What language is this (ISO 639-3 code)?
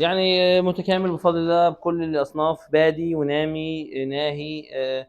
arz